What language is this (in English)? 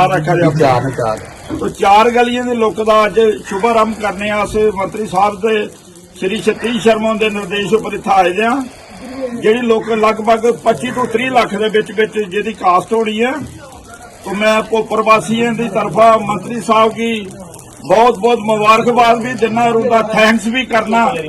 Dogri